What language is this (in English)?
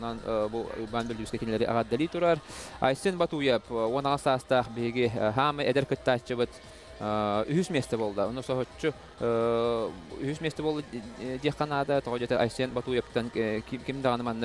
Yakut